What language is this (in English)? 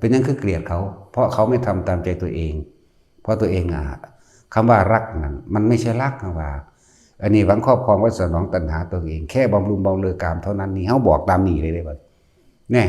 Northeastern Thai